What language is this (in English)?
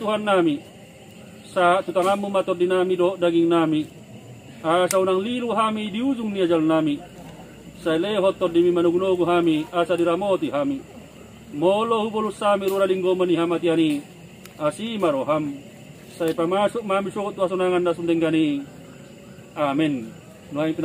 Batak Toba